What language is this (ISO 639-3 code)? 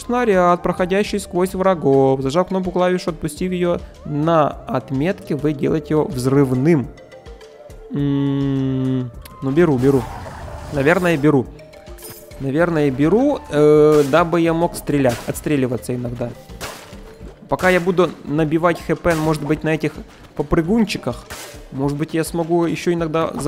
rus